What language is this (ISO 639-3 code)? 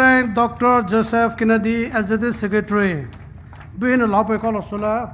pmx